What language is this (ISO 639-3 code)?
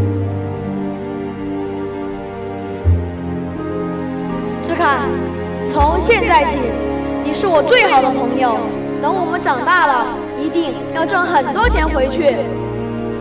zho